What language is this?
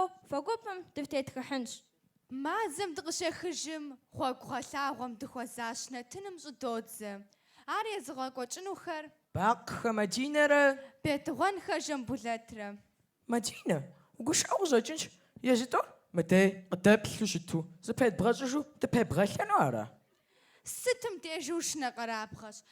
Kabardian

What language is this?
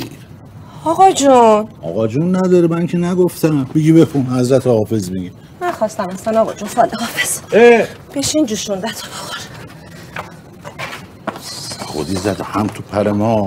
Persian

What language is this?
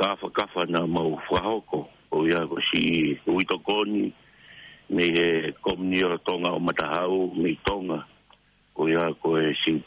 Tongan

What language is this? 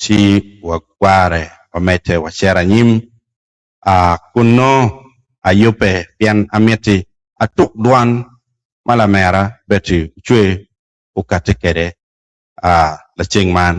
Acoli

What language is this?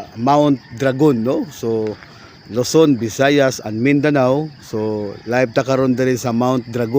Cebuano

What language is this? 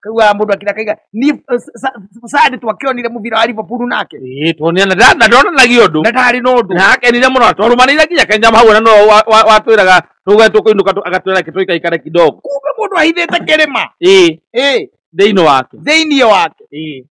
Kikuyu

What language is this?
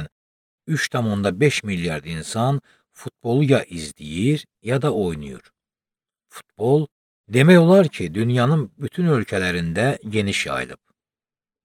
Azerbaijani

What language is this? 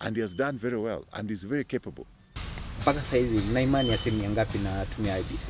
Meru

